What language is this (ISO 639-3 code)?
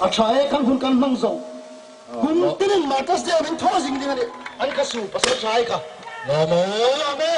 hmr